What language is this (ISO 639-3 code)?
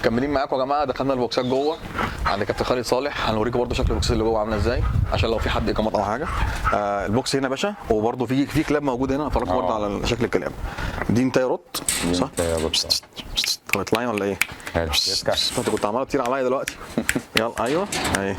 arz